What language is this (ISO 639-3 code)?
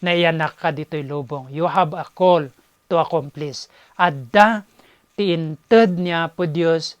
ilo